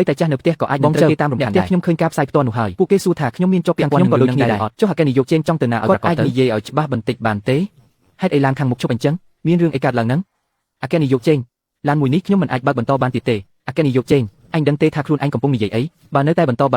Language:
Khmer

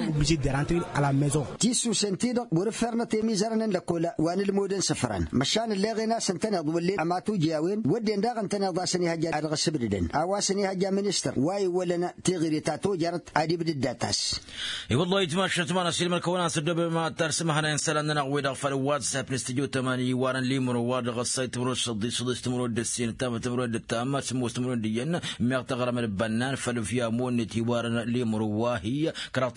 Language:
Tamasheq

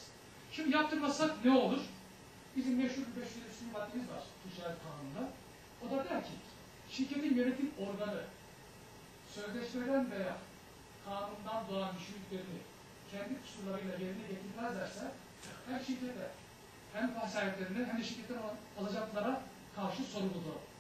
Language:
Turkish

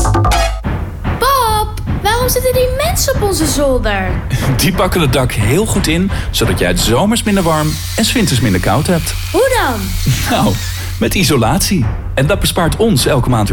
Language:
Dutch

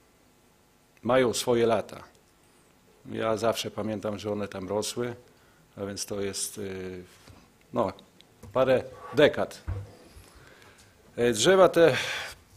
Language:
Polish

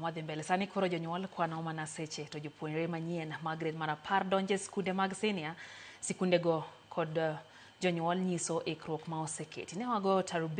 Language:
Luo (Kenya and Tanzania)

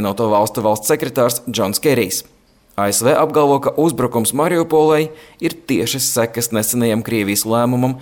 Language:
Latvian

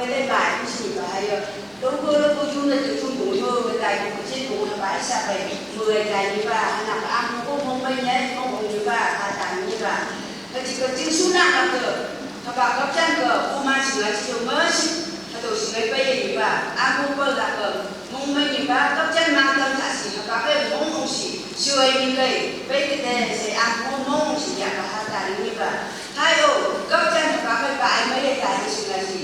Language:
Phom Naga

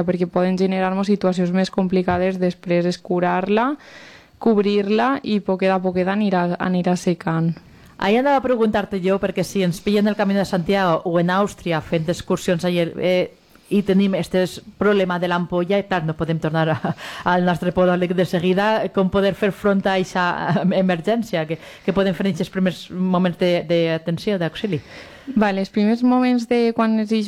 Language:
Catalan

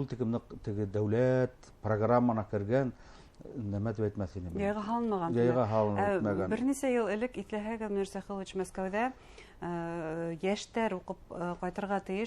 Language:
Bashkir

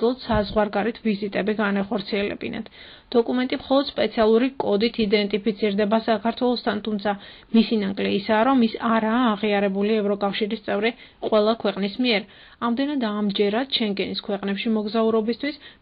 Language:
Georgian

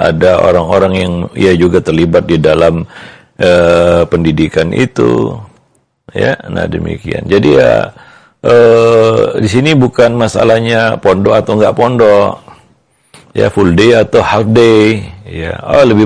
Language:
Indonesian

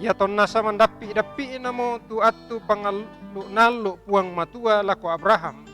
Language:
Toraja-Sa'dan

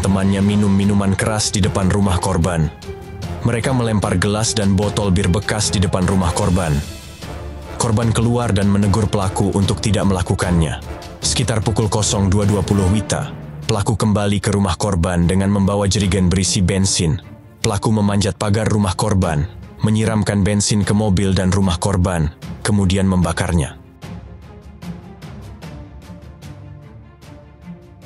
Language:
Indonesian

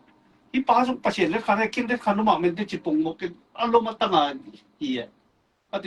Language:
Tedim Chin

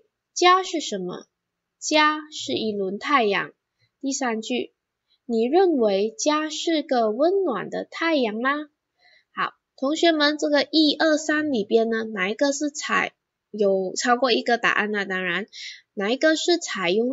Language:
Chinese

